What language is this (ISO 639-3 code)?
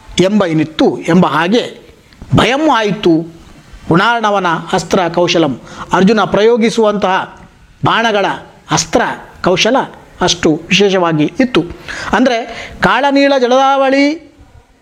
kan